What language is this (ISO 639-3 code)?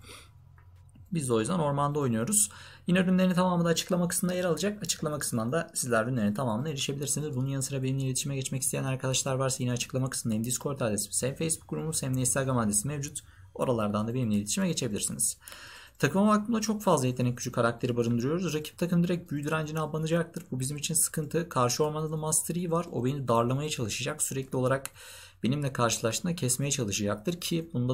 tur